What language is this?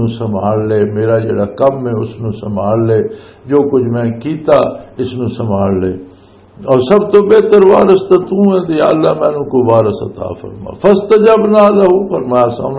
Western Panjabi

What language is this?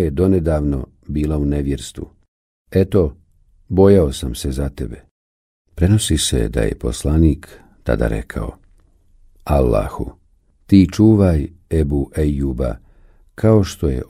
Bosnian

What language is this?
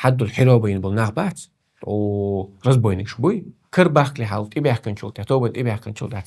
Chechen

